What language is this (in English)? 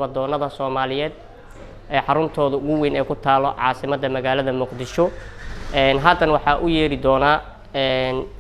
Somali